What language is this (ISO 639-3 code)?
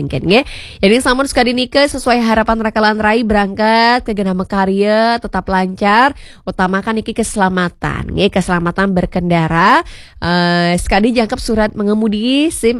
ban